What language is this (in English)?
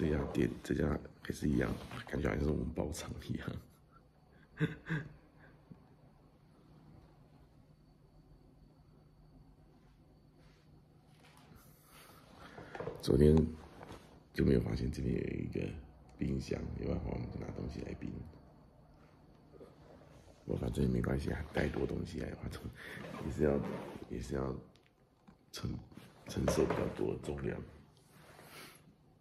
Chinese